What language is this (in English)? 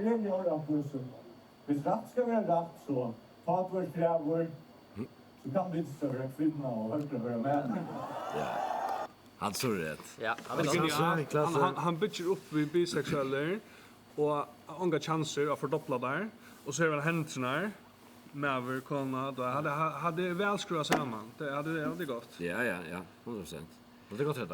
Faroese